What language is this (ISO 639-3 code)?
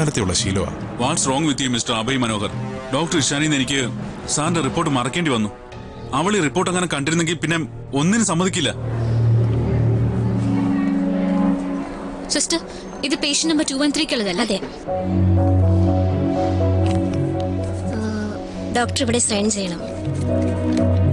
mal